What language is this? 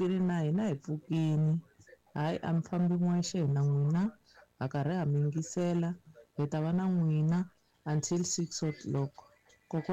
Tsonga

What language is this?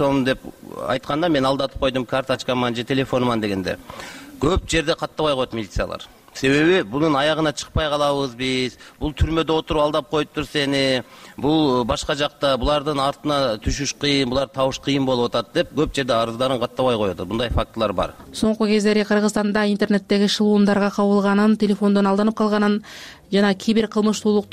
Kyrgyz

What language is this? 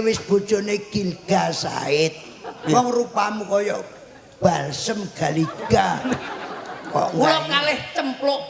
Javanese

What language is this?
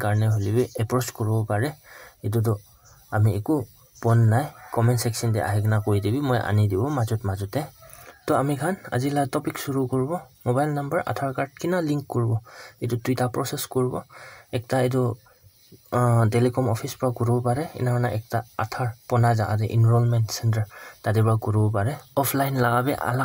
Naga Pidgin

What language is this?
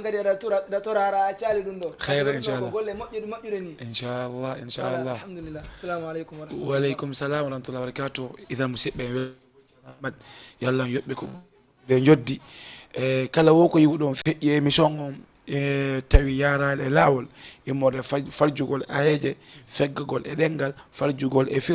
Fula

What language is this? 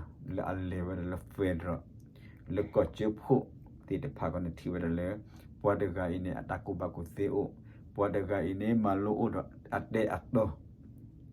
S'gaw Karen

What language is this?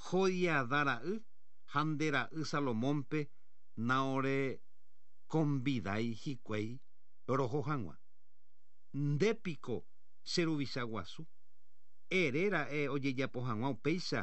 Guarani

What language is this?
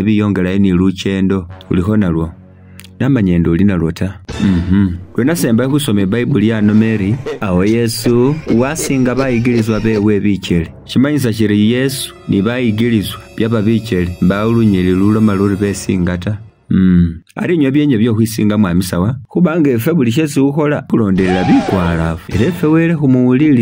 Masaaba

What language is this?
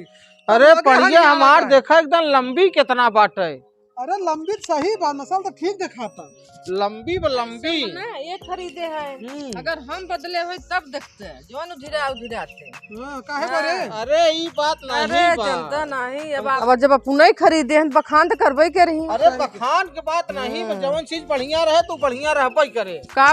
Awadhi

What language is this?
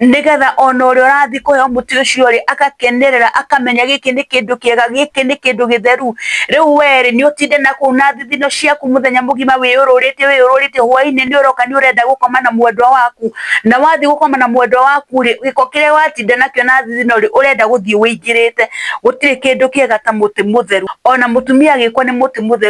Kikuyu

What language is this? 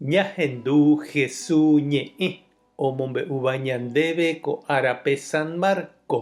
Guarani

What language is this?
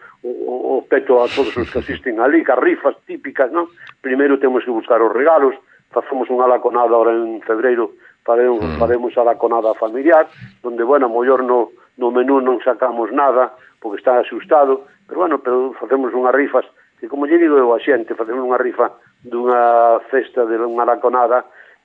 Galician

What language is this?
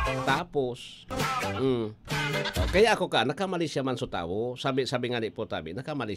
Bikol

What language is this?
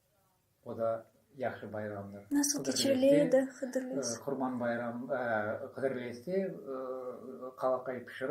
Crimean Tatar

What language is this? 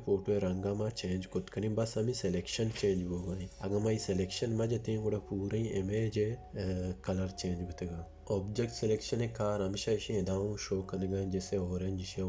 Baluchi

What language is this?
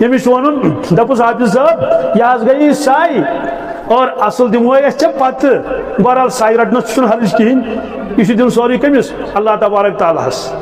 Kashmiri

